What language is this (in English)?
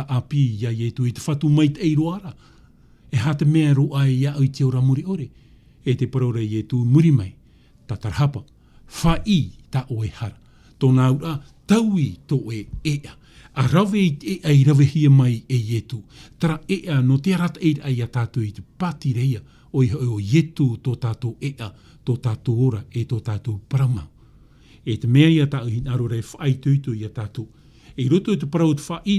Tahitian